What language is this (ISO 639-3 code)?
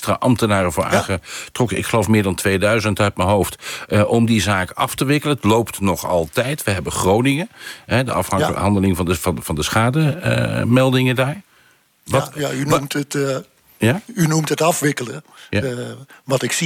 nld